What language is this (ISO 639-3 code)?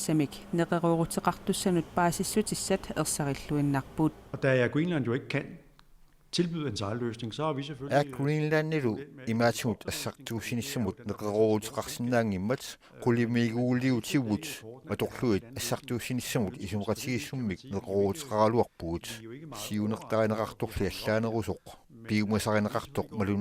kal